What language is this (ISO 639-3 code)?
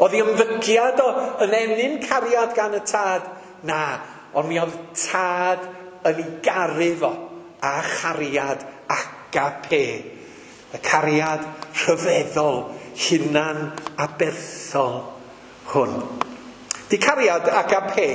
cym